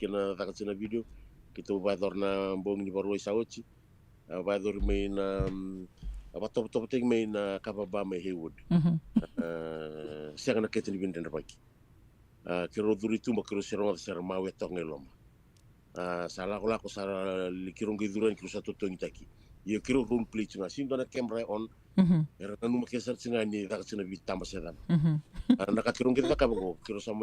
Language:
Fijian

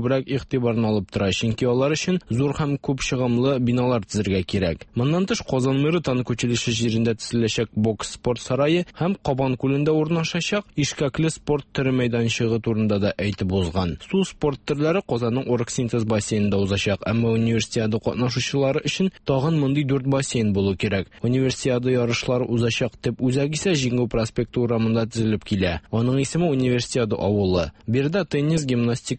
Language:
Tatar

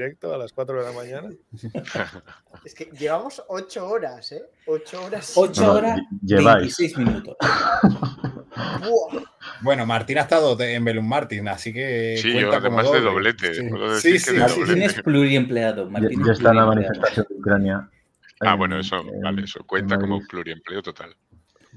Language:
Spanish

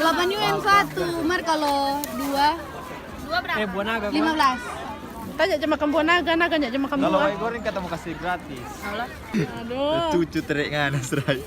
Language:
Manado Malay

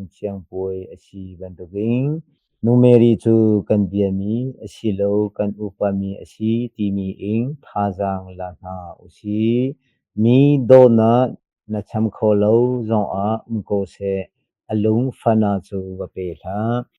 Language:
Hakha Chin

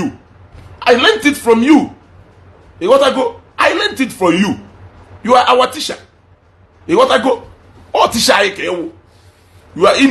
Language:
Igbo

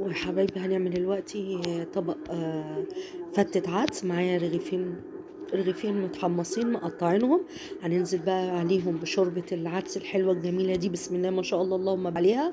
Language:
Egyptian Arabic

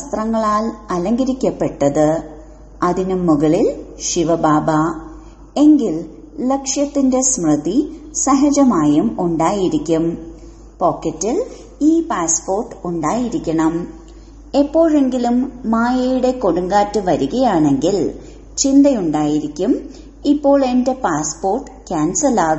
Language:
Malayalam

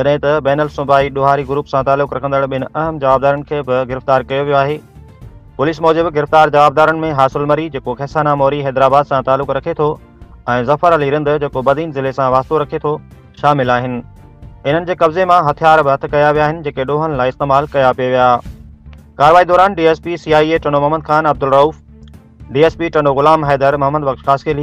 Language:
Sindhi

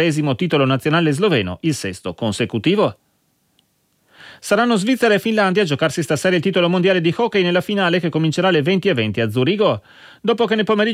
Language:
Italian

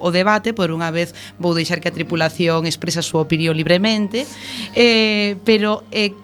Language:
Galician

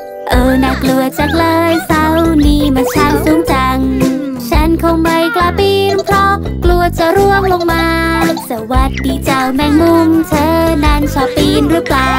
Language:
Thai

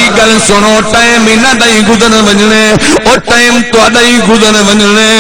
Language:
Saraiki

